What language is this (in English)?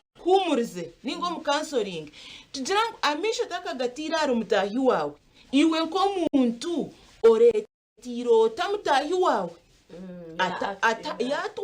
Nyankole